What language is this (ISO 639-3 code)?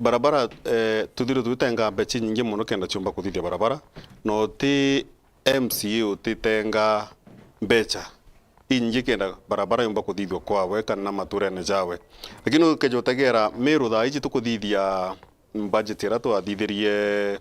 mer